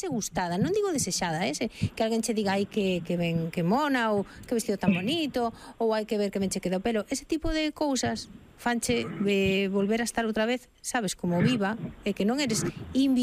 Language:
Galician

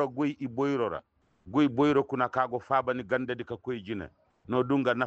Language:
Koyraboro Senni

